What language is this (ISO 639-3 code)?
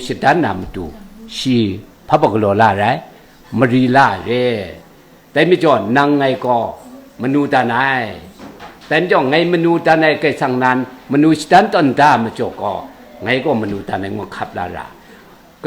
kac